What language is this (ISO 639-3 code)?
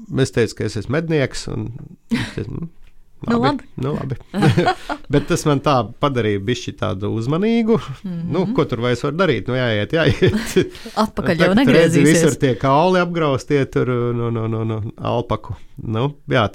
lav